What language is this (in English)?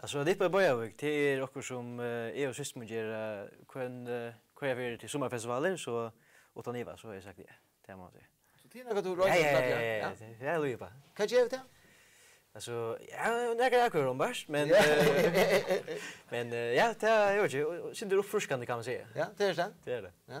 Faroese